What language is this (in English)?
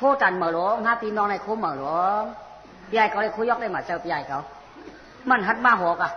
Shan